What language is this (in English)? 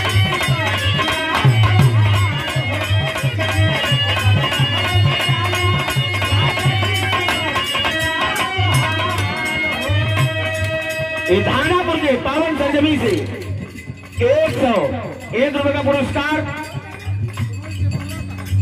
Bhojpuri